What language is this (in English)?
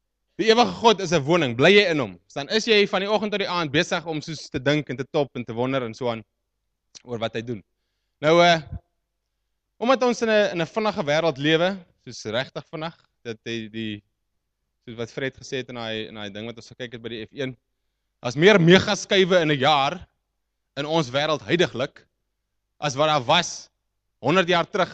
Afrikaans